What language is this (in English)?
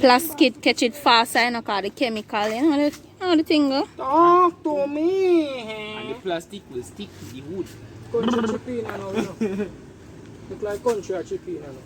Jamaican Creole English